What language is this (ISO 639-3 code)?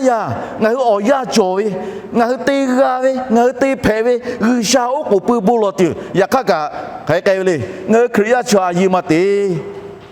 lhu